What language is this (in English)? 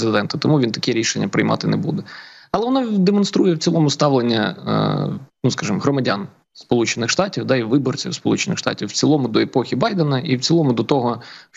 Ukrainian